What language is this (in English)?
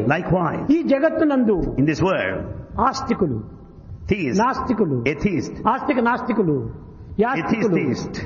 Telugu